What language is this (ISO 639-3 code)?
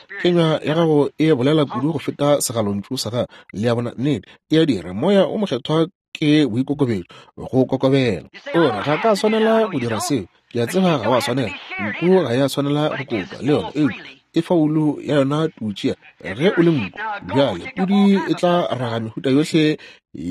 nso